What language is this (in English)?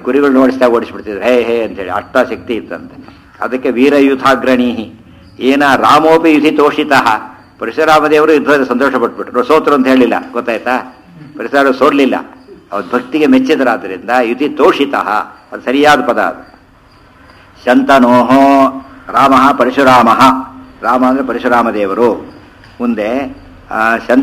Kannada